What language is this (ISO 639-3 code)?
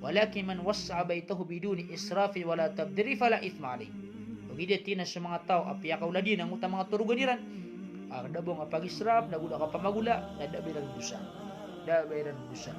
mrw